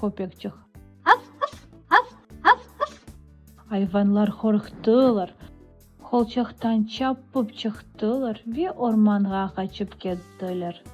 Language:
Crimean Tatar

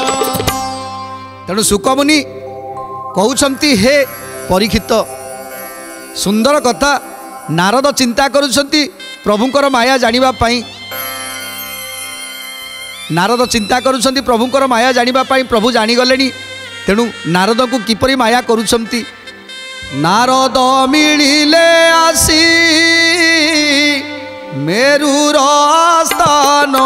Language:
Odia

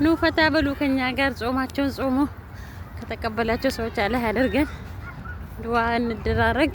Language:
Amharic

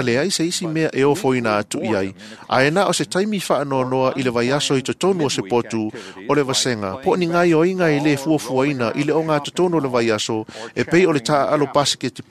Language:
Samoan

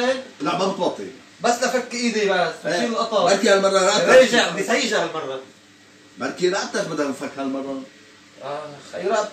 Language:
North Levantine Arabic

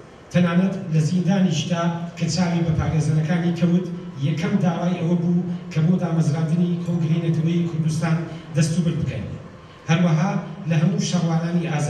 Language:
Central Kurdish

